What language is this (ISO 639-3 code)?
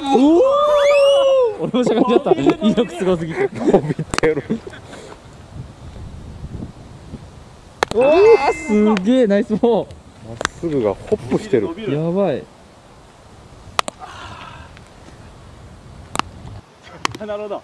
jpn